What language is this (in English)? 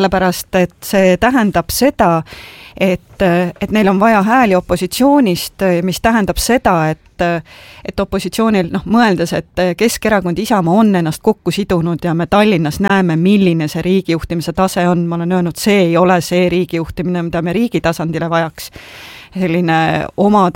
Estonian